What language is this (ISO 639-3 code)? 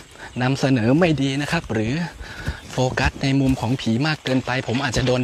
tha